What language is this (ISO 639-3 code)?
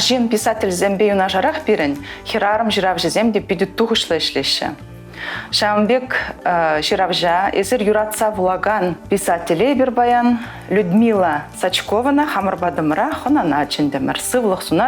chv